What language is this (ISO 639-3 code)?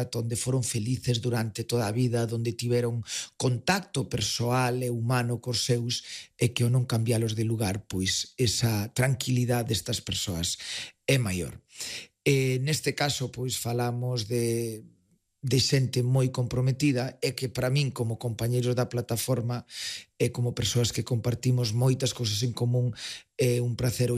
glg